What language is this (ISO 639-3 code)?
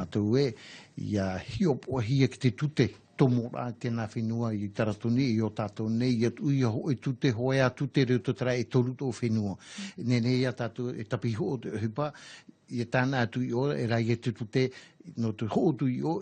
tah